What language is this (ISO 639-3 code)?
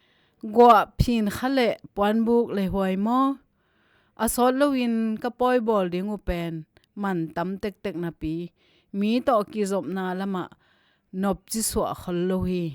ctd